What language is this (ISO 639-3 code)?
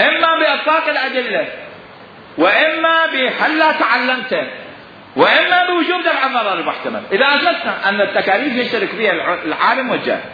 acm